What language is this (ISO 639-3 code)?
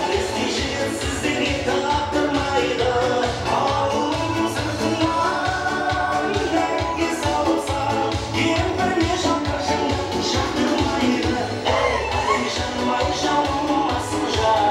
kaa